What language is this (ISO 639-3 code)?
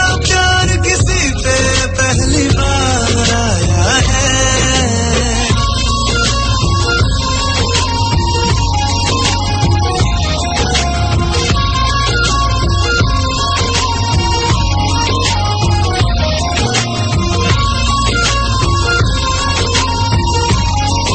ben